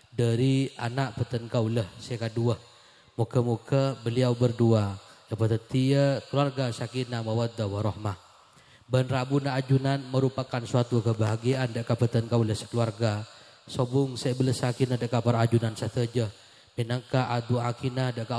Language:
Madurese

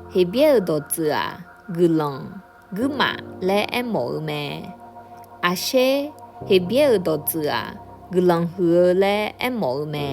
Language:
Akha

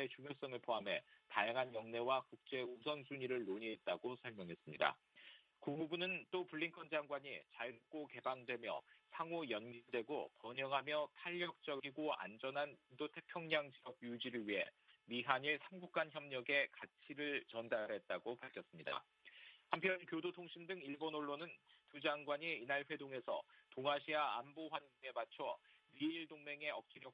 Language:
Korean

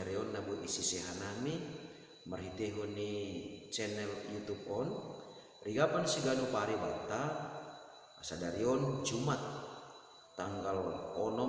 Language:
Batak Simalungun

